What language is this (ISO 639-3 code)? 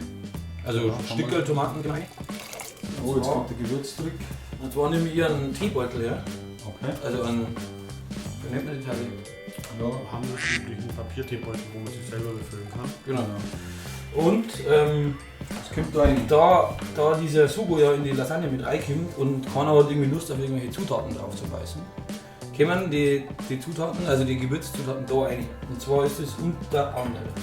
bar